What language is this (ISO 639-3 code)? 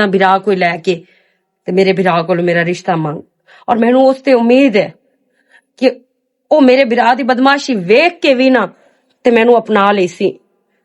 lah